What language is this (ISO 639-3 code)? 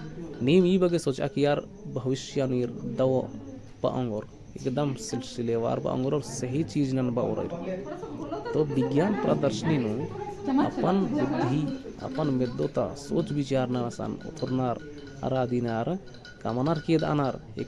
kru